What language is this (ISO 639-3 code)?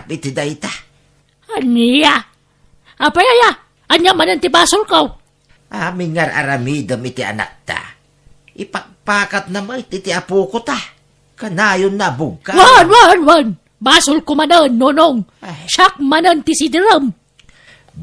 ilo